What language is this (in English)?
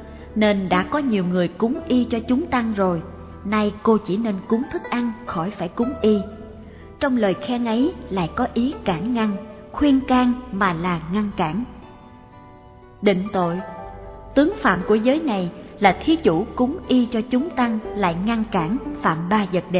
Vietnamese